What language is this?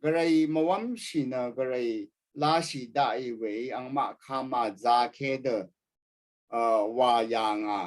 Rawang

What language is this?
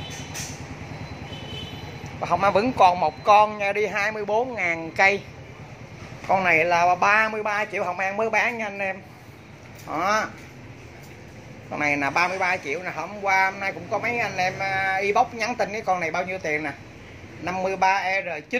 Vietnamese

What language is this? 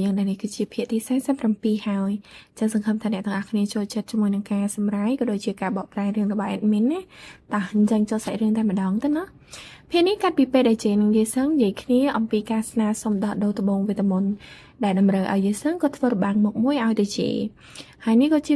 Khmer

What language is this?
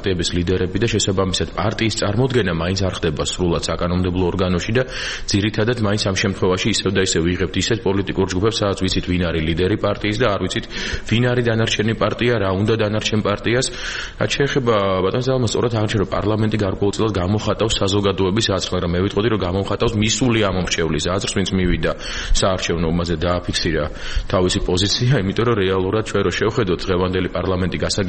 Georgian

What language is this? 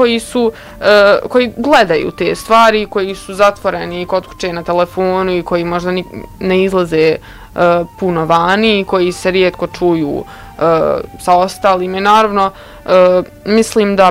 Bosnian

